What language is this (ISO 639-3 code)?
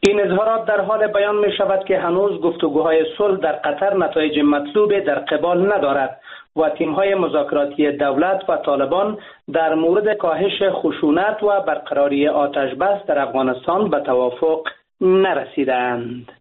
fas